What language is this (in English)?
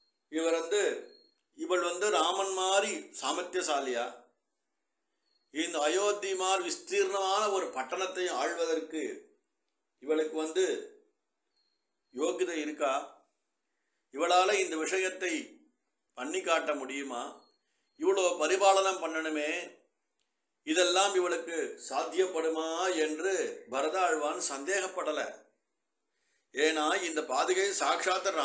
Tamil